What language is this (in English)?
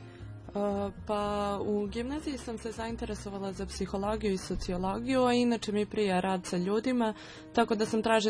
Serbian